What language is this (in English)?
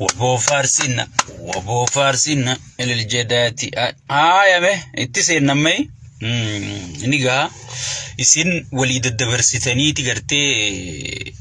Oromo